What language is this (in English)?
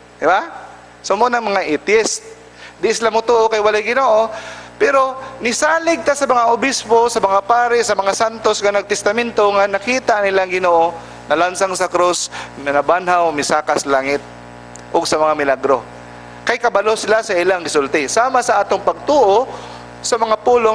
Cebuano